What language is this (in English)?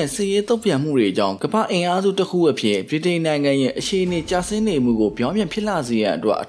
Burmese